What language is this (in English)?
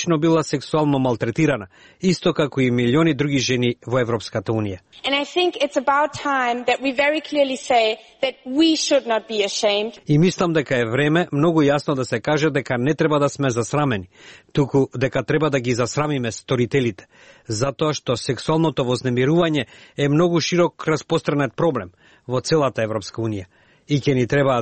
Macedonian